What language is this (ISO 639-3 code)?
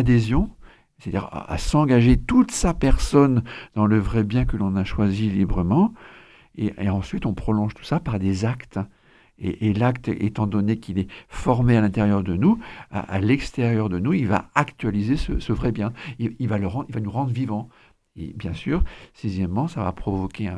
fra